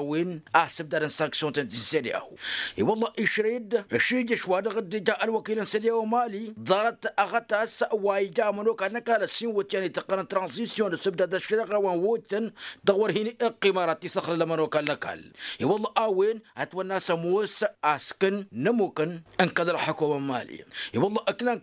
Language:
Tamasheq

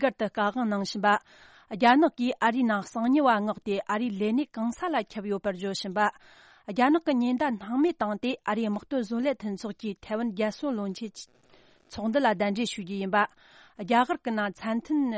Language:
Tibetan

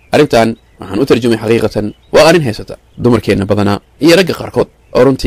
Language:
Somali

